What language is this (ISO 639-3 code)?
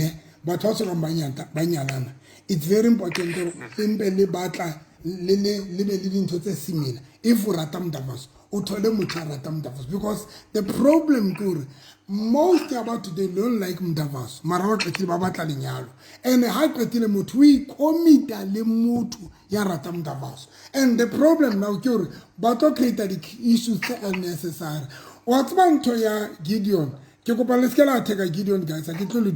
sot